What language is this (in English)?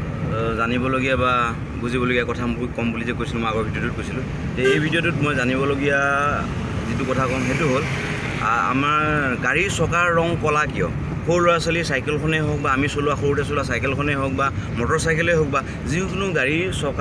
Assamese